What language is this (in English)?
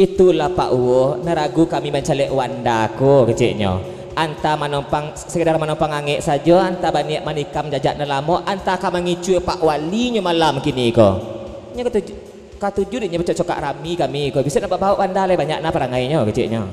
Minangkabau